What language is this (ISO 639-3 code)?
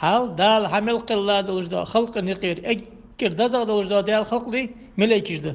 inh